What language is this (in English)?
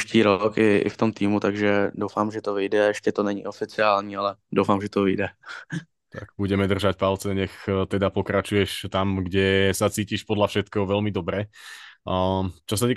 Czech